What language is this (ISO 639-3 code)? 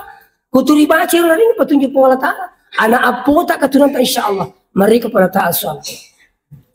bug